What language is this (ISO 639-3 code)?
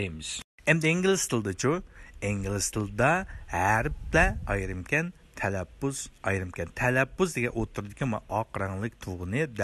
uig